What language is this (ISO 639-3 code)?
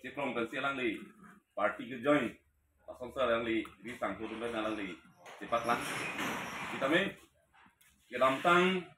mjw